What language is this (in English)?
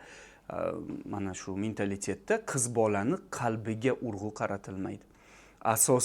Uzbek